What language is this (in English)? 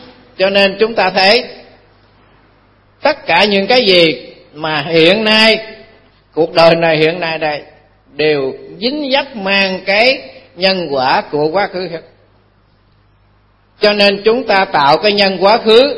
Vietnamese